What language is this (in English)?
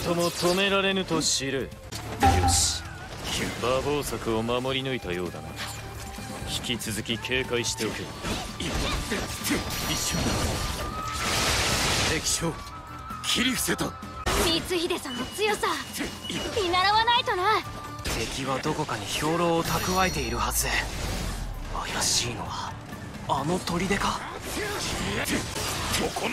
Japanese